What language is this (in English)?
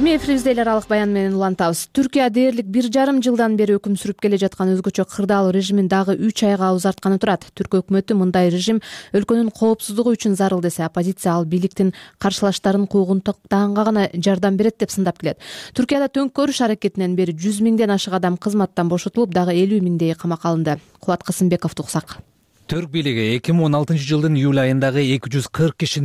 Kyrgyz